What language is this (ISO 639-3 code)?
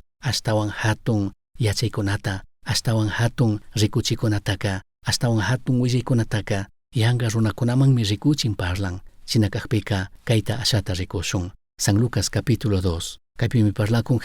qug